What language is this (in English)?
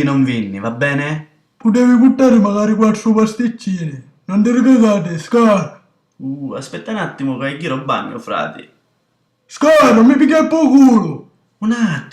Sicilian